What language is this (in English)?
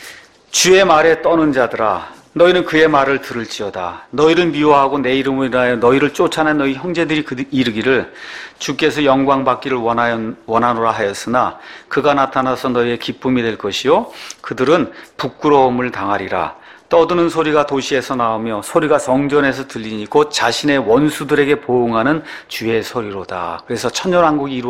Korean